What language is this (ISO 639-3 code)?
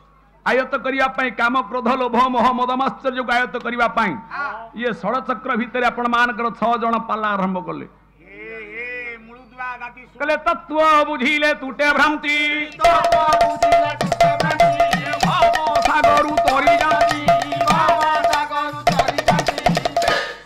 ori